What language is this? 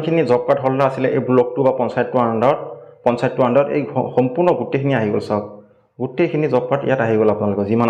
Assamese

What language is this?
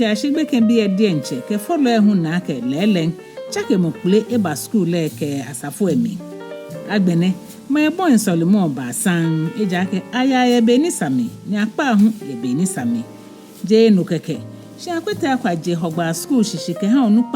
Ga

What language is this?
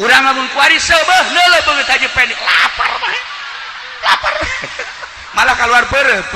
Sundanese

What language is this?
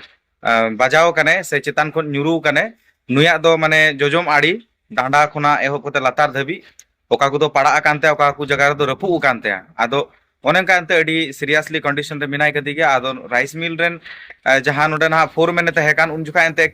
Santali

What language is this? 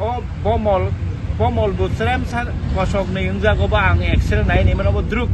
Kok Borok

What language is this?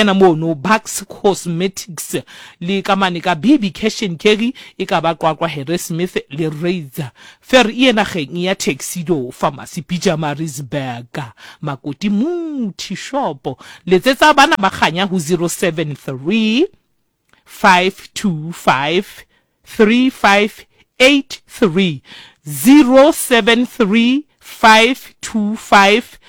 Southern Sotho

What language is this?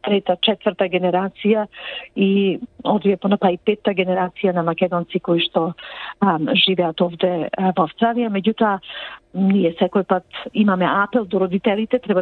Macedonian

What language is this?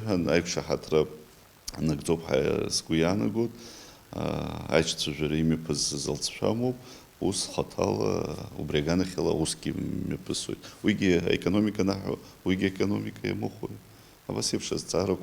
Abkhazian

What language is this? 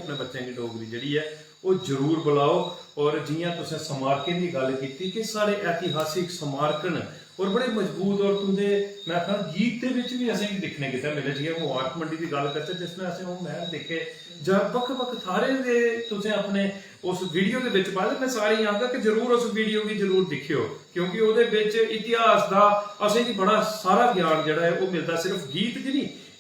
Dogri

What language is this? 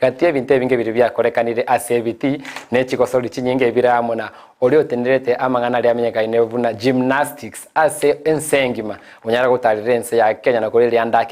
Gusii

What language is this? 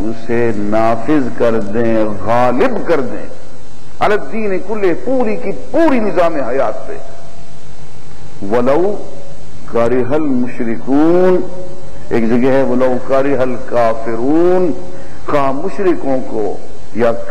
Urdu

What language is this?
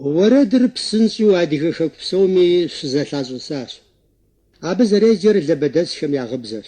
Kabardian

